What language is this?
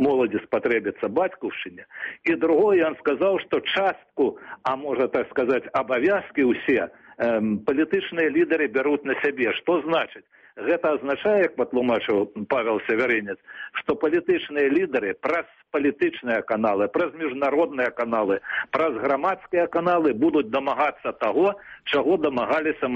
Belarusian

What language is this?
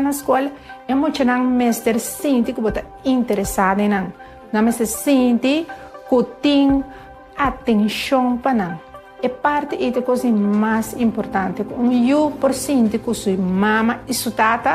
Papiamento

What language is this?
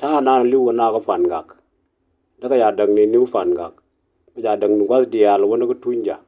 Nuer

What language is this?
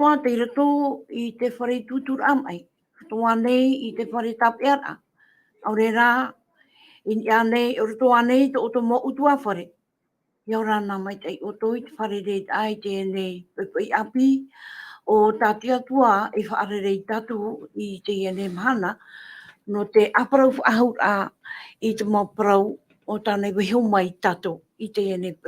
Tahitian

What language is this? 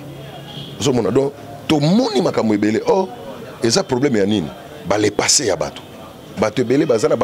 Lingala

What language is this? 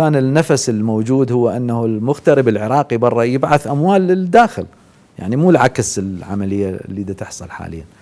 Mesopotamian Arabic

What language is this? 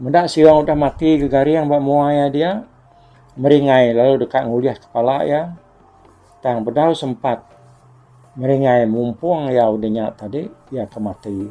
Iban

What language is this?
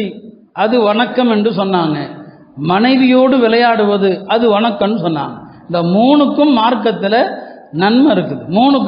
Tamil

